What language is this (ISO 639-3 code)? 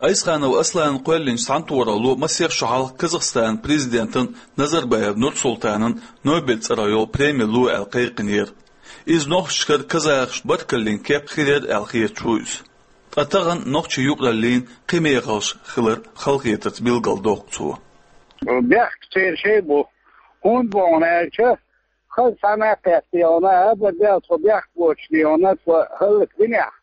che